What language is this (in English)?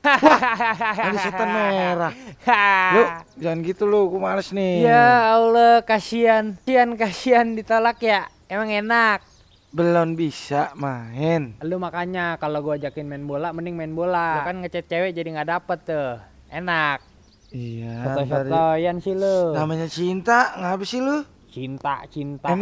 Betawi